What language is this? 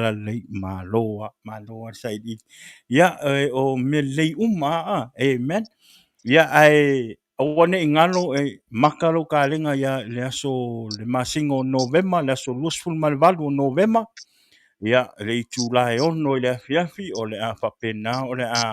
Samoan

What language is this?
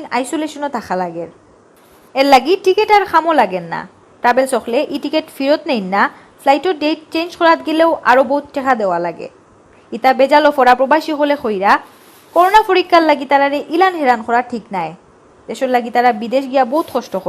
Sylheti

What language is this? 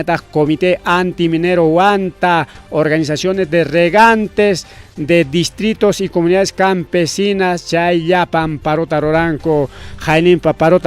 Ayacucho Quechua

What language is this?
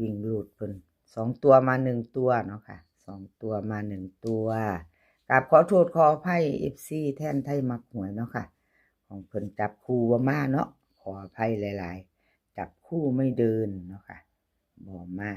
Northeastern Thai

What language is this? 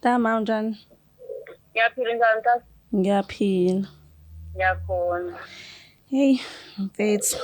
Zulu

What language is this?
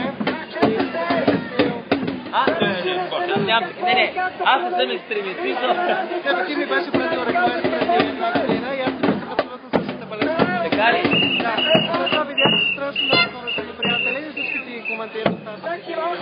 Bulgarian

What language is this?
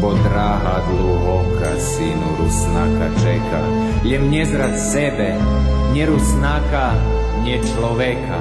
Rusyn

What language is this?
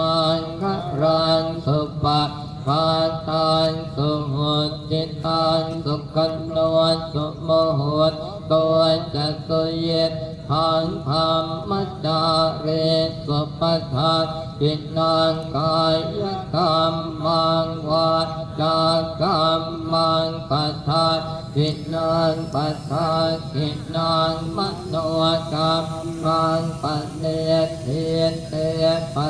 Pali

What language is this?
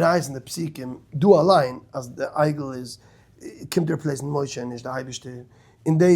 Yiddish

